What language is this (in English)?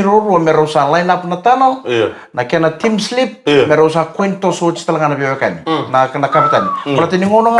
Fijian